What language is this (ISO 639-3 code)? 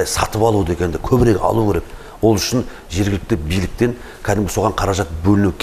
kaz